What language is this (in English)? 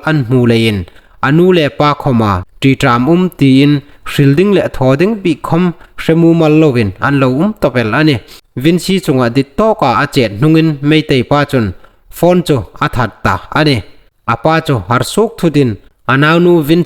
Hmar